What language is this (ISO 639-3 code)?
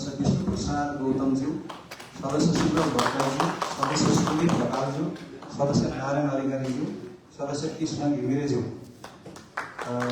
nep